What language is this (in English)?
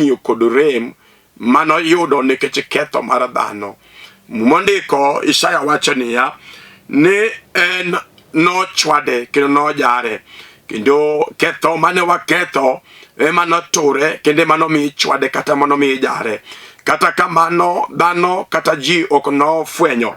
Luo (Kenya and Tanzania)